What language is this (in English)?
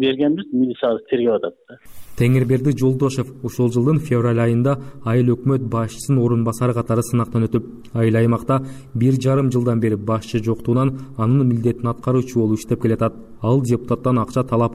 Kyrgyz